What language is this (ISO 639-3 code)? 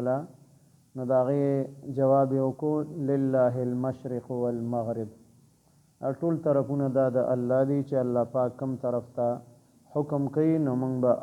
pus